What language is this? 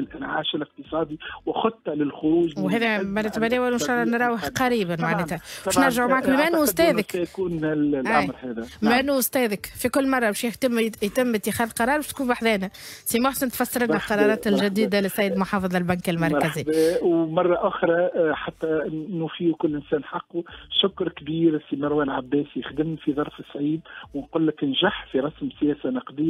Tunisian Arabic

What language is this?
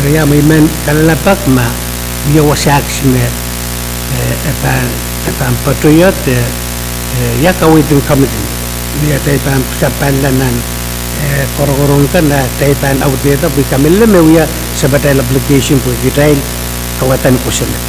Pohnpeian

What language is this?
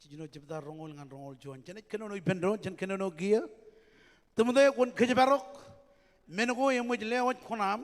Marshallese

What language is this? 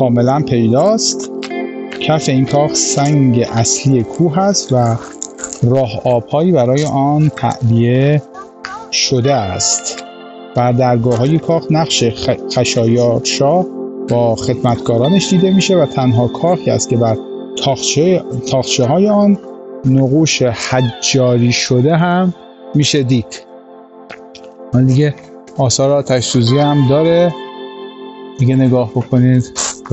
Persian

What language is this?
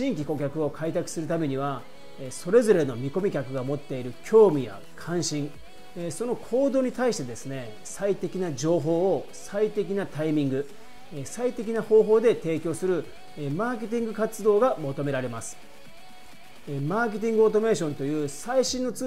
Japanese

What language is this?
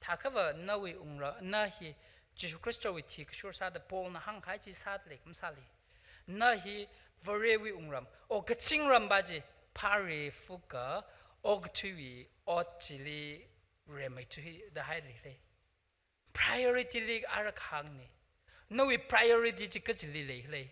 Tangkhul Naga (India)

